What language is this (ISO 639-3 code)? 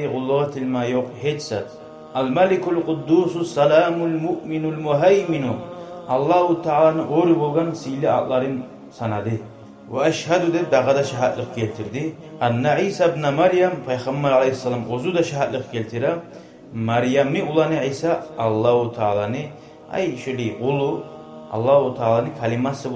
kum